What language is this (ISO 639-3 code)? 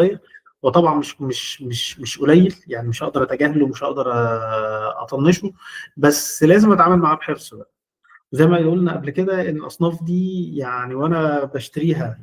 arz